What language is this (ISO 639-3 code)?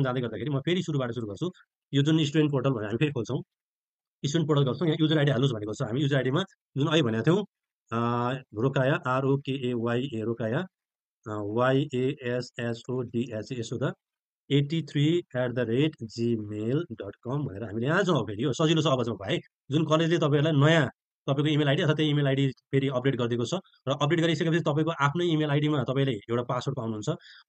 nep